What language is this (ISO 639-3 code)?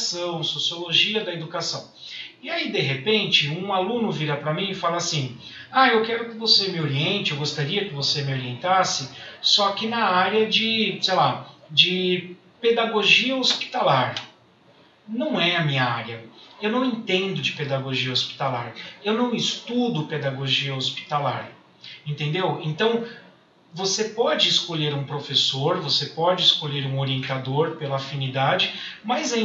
por